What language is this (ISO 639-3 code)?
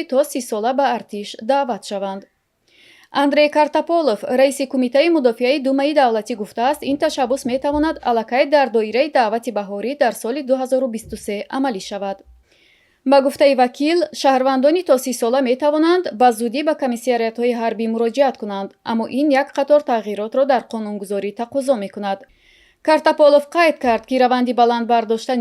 tgk